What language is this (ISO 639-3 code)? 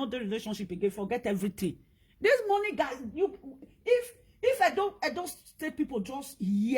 pcm